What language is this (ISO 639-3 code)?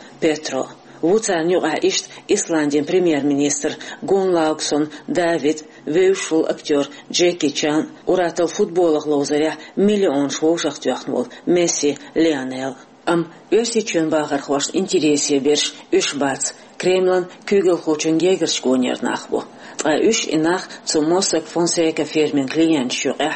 che